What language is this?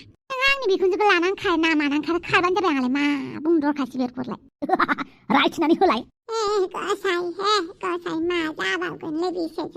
Bodo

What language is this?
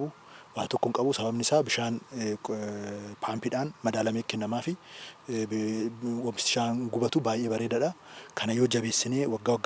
Oromo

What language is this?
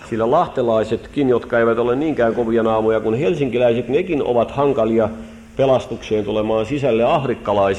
Finnish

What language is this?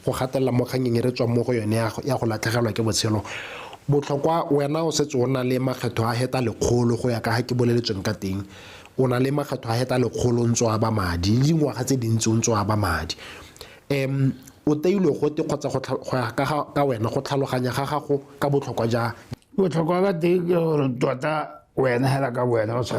Tswana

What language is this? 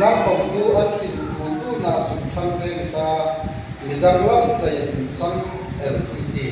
Hmar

